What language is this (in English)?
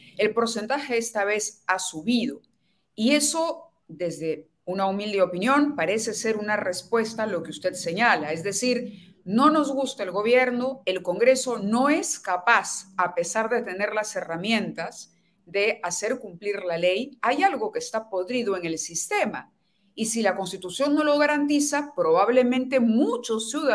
Spanish